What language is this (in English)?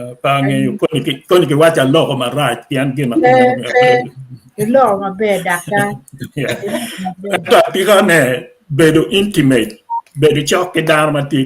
Acoli